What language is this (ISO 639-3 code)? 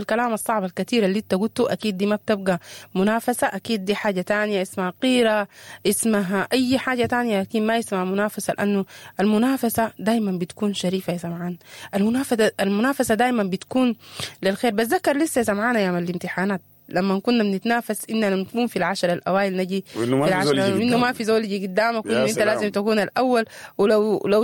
apd